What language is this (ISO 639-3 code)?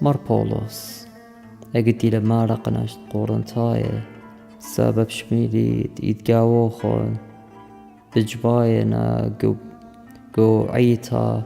aii